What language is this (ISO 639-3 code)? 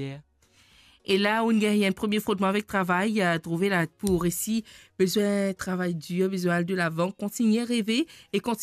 mfe